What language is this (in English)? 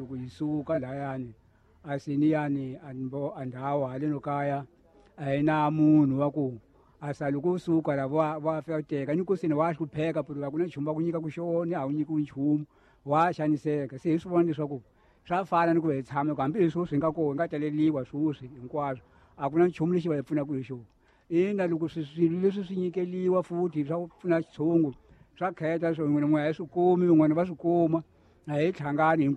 Tsonga